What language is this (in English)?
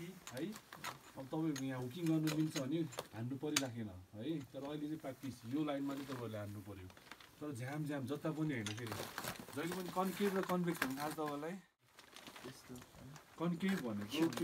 Nepali